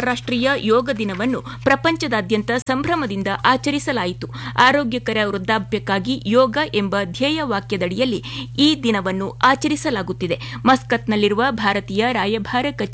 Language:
Kannada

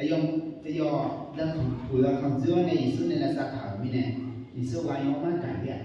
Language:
Akha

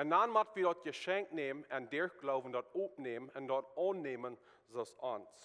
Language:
Plautdietsch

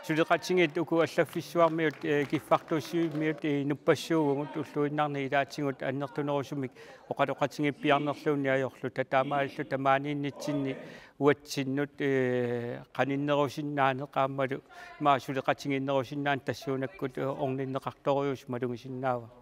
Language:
Kalaallisut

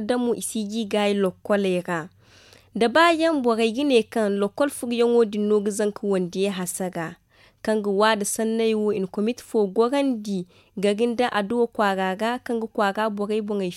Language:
Zarma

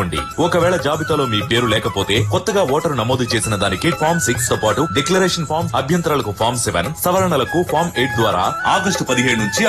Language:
Telugu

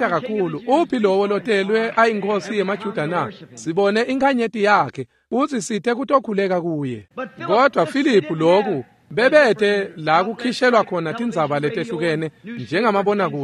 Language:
Swati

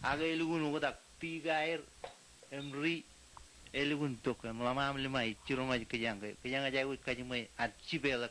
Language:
Marshallese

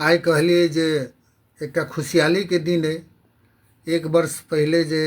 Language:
Maithili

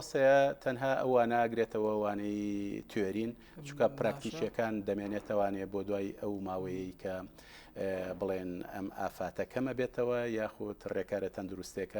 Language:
Central Kurdish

